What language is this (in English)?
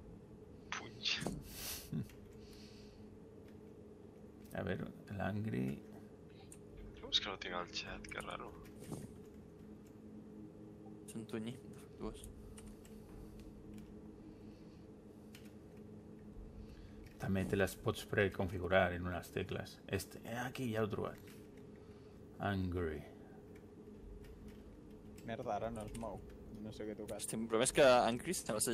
Catalan